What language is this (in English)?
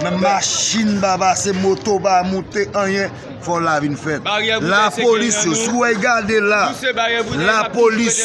Haitian Creole